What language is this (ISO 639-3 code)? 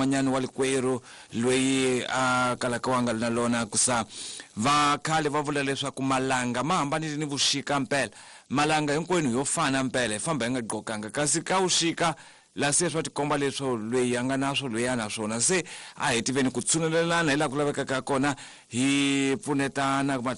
tso